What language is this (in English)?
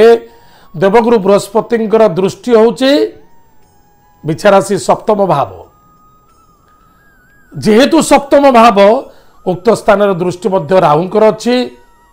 Odia